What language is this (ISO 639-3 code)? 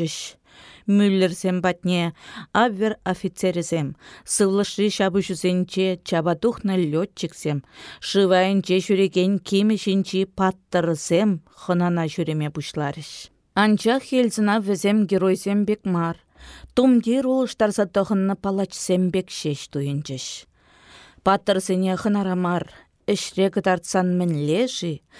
chv